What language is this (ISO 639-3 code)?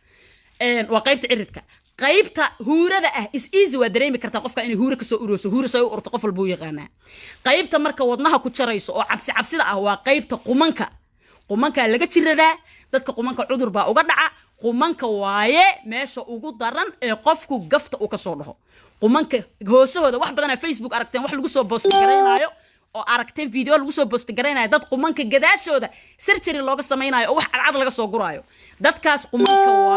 som